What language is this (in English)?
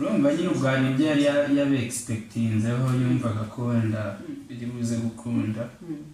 Kinyarwanda